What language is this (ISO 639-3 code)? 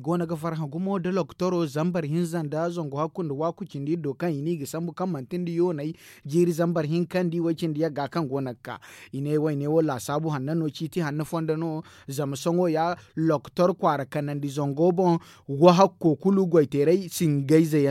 dje